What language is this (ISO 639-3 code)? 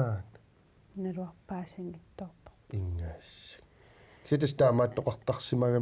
kal